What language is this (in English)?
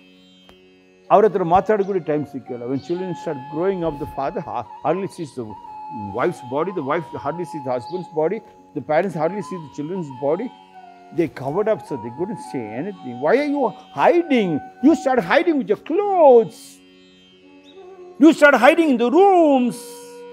Kannada